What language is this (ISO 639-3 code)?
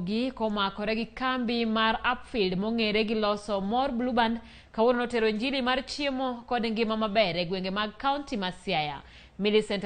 luo